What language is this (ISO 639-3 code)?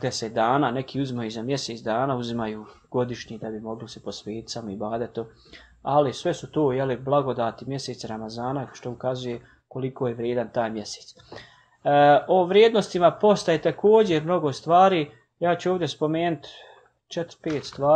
bos